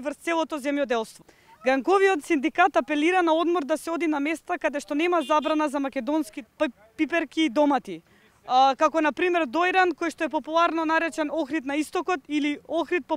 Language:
Macedonian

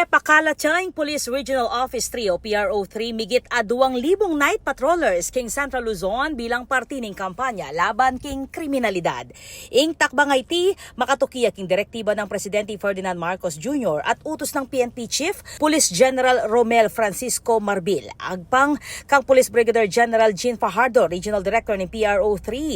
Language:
Pampanga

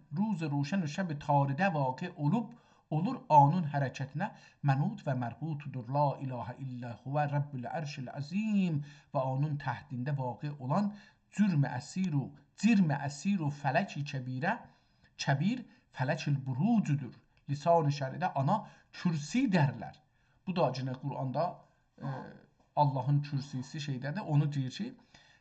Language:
South Azerbaijani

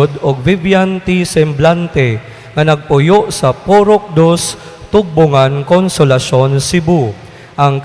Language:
Cebuano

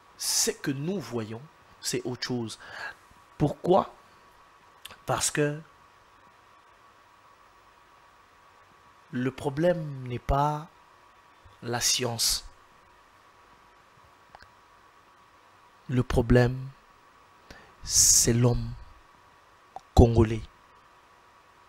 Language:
French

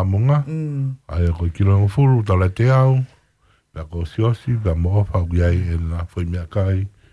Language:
Tongan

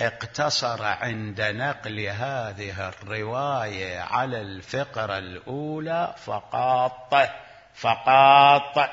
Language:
Mesopotamian Arabic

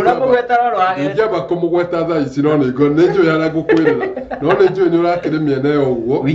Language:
Kikuyu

